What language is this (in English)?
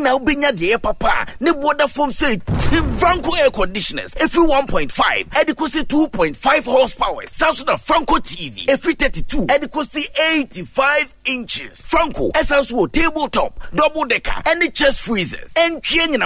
Akan